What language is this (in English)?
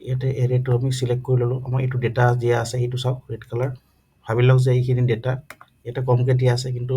Assamese